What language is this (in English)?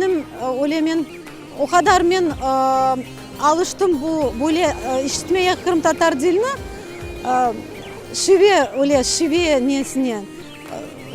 Crimean Tatar